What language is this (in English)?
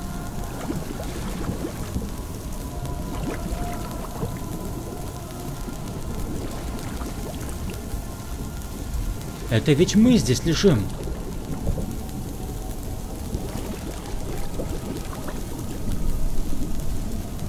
Russian